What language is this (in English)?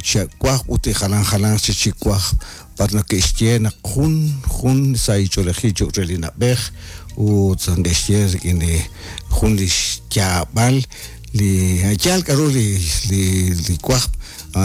Kekchí